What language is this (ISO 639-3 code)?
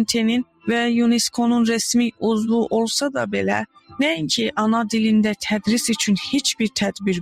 azb